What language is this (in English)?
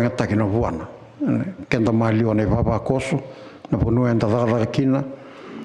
Fijian